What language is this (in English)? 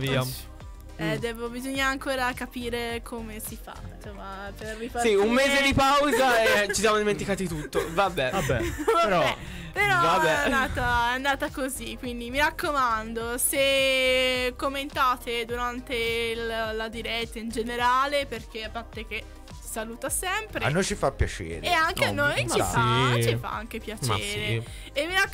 Italian